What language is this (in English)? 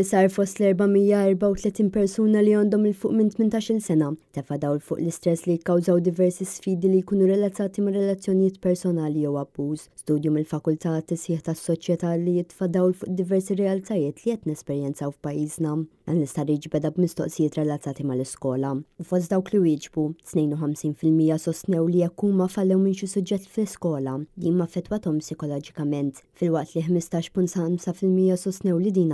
Maltese